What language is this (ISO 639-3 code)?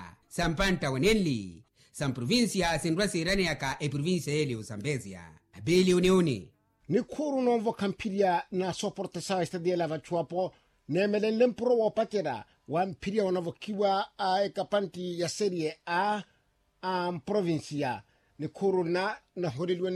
vmw